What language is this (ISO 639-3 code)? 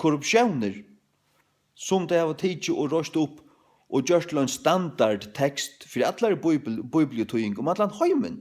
fao